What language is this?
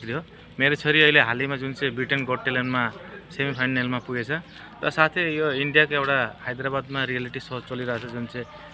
Nepali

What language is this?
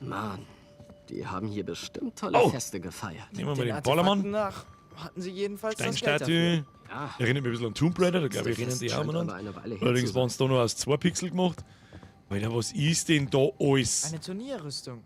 Bavarian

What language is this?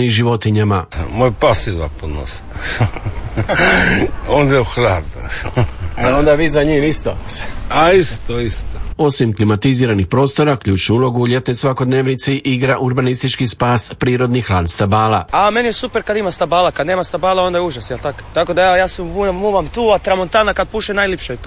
Croatian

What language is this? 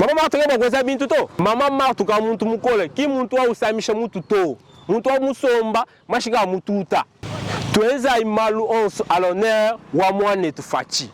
Luba-Lulua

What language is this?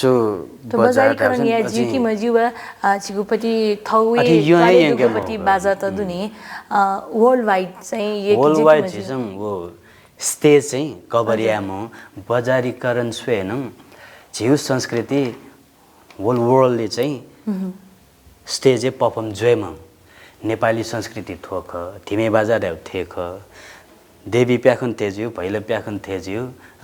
Newari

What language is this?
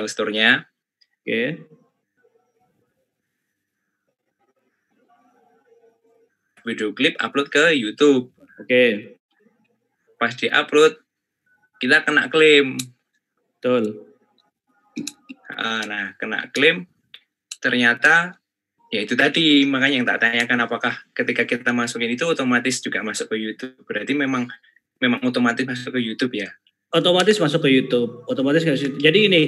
Indonesian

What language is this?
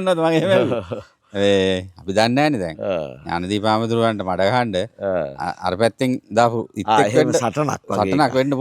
Sinhala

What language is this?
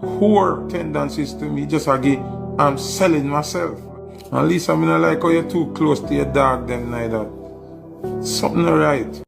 Jamaican Creole English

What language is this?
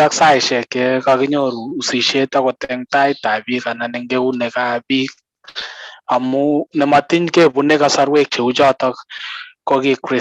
Kalenjin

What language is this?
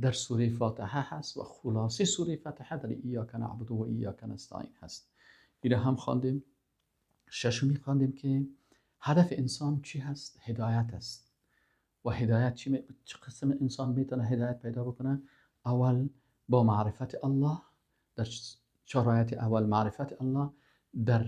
Persian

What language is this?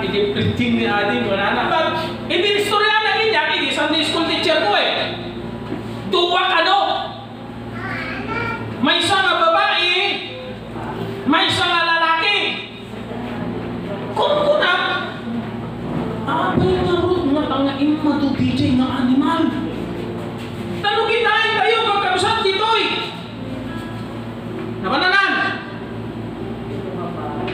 Iloko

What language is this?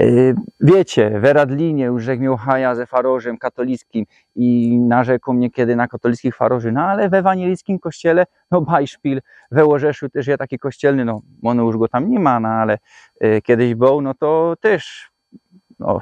Silesian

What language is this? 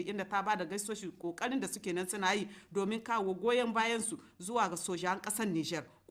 Hausa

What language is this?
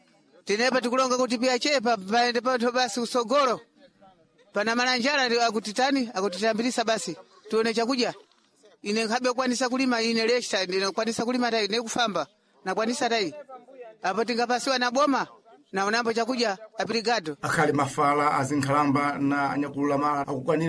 Sena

